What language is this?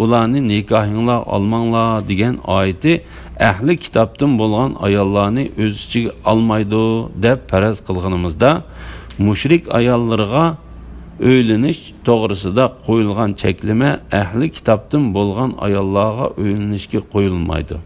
Uyghur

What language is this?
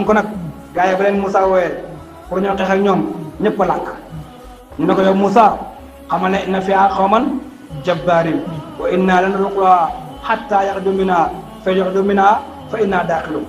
Wolof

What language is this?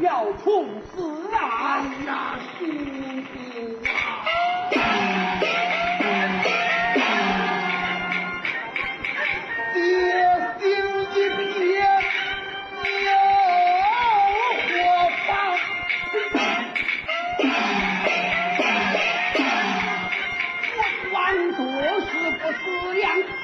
Chinese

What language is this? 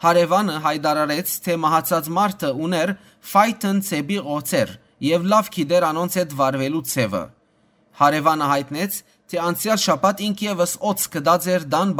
Western Armenian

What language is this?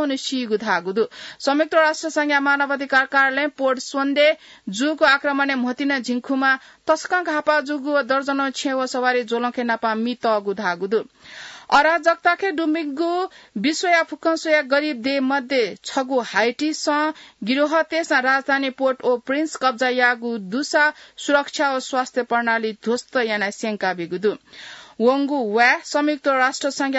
Newari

